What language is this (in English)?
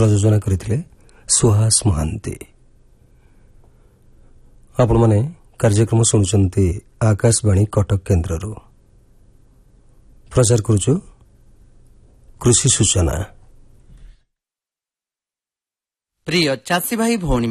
Odia